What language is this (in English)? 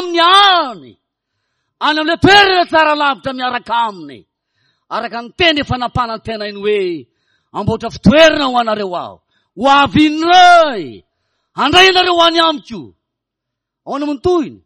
Malagasy